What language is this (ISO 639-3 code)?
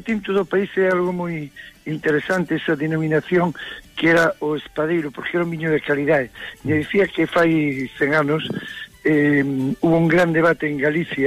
glg